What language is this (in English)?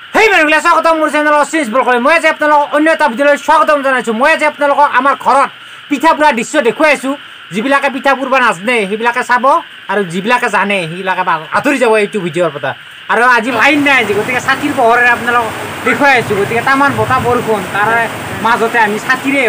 Assamese